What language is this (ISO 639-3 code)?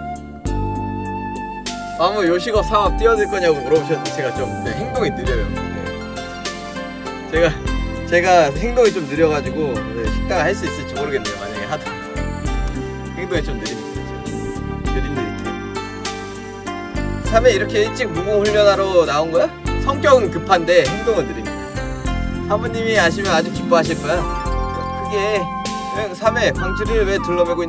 kor